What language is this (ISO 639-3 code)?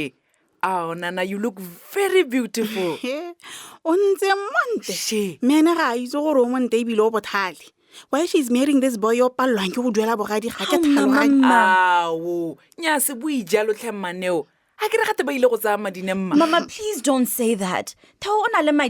tsn